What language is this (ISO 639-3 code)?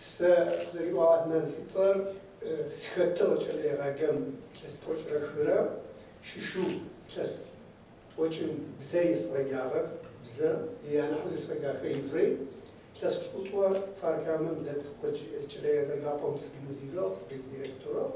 kbd